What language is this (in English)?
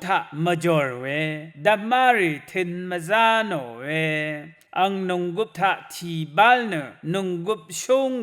Rawang